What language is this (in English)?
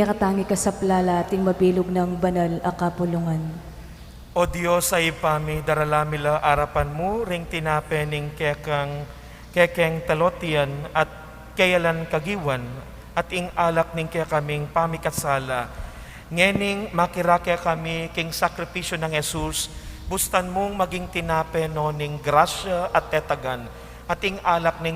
Pampanga